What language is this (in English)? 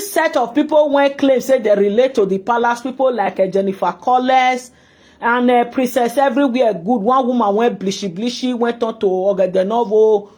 Nigerian Pidgin